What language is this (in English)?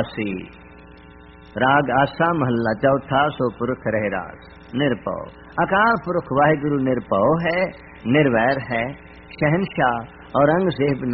Punjabi